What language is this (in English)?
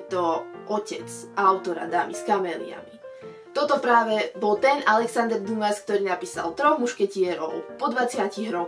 Slovak